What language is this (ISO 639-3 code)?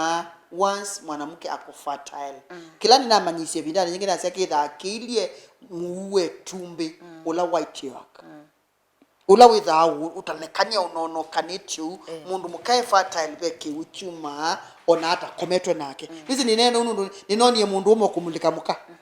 kam